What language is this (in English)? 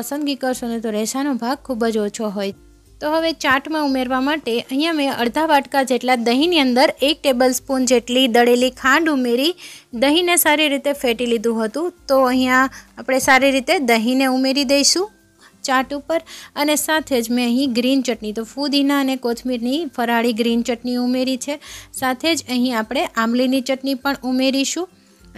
Gujarati